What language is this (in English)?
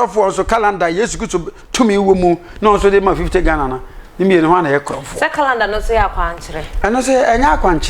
Akan